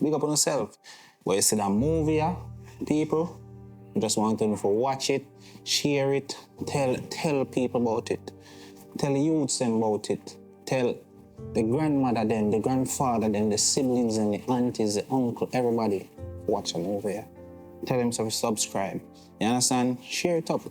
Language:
Jamaican Creole English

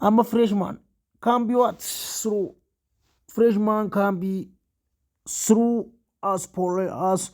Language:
Oromo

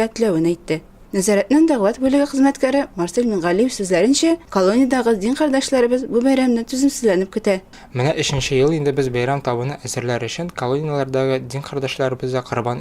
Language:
Tatar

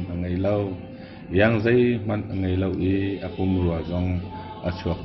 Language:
Hakha Chin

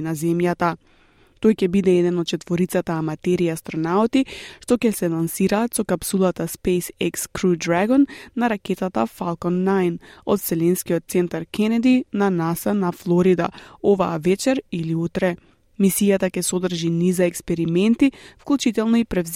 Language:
Macedonian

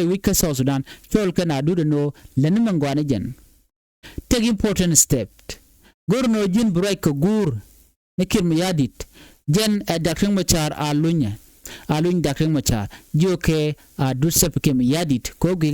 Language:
Nuer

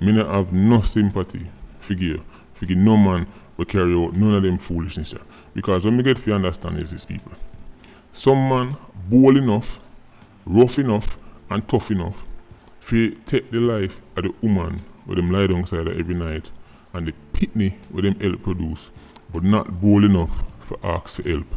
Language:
Jamaican Creole English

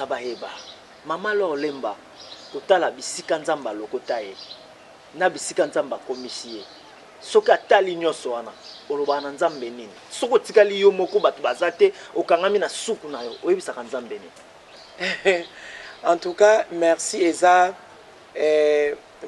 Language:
Lingala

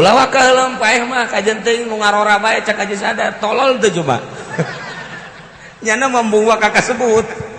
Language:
Sundanese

